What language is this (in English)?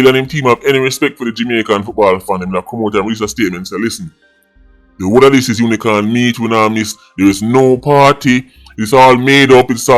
Jamaican Creole English